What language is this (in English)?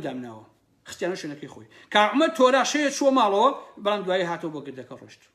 Central Kurdish